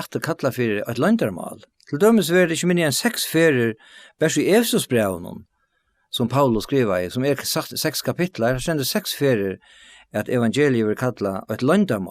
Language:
Faroese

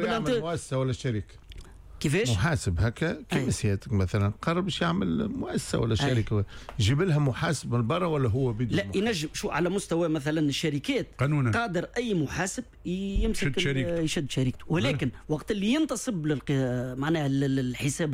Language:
Tunisian Arabic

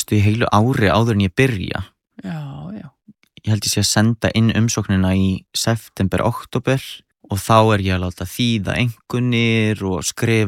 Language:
Icelandic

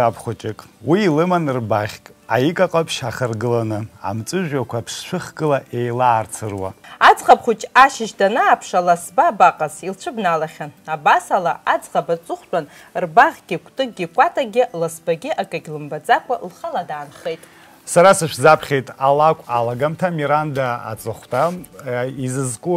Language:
Abkhazian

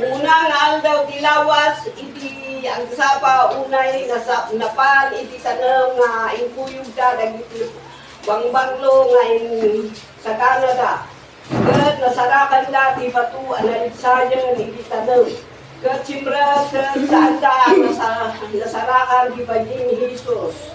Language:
Iloko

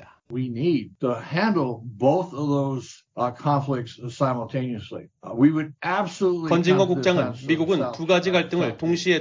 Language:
Korean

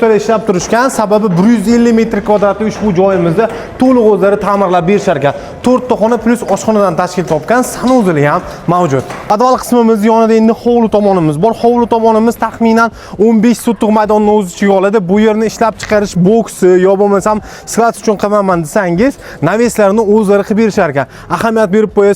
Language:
Uzbek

